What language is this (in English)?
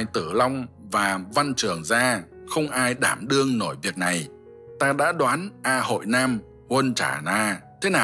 Vietnamese